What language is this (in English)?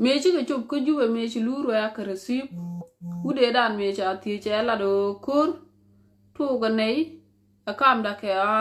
Nuer